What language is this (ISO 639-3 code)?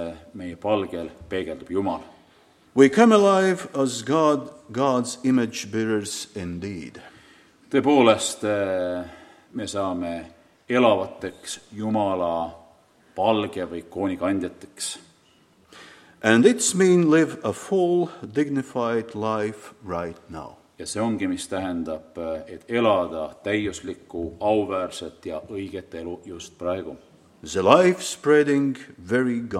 est